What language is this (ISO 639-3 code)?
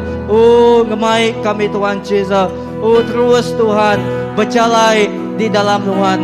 iba